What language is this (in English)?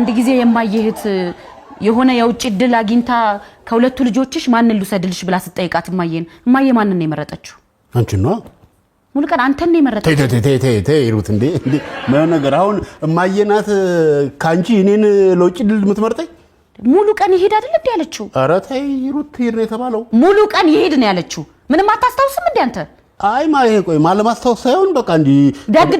Amharic